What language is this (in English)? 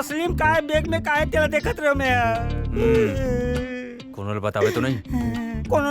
Chhattisgarhi